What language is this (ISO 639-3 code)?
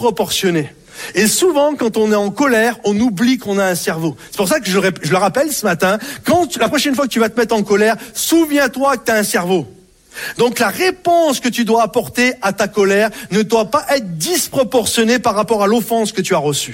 fra